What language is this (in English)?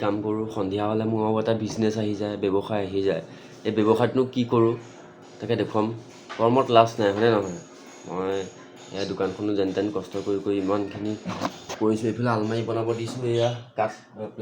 Assamese